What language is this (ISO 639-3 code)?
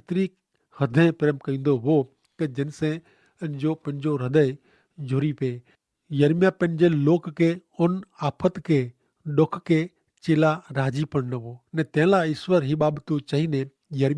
kfr